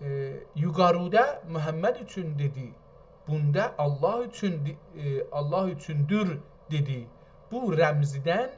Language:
South Azerbaijani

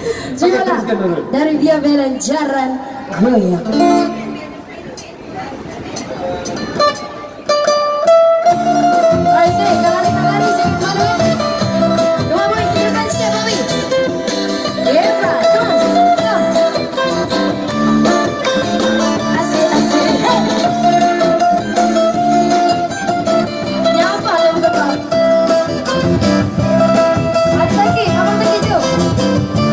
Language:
Malay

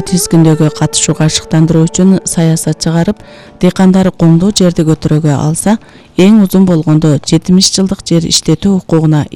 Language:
Kyrgyz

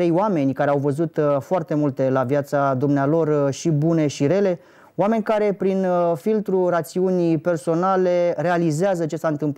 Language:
Romanian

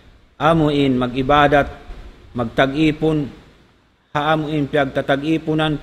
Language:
Tausug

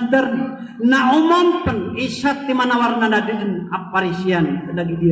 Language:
Maranao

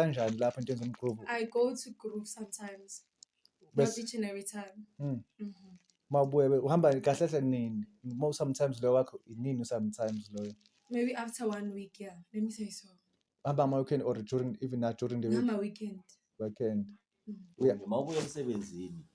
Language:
Zulu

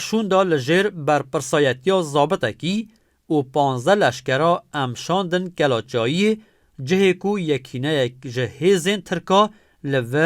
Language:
Kurdish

